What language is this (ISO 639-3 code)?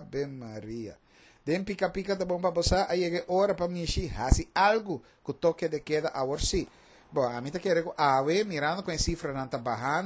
pap